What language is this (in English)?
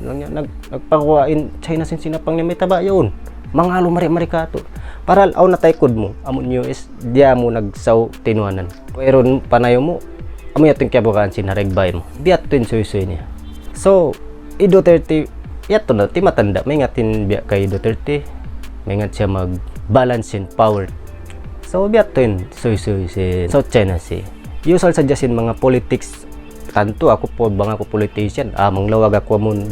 Tausug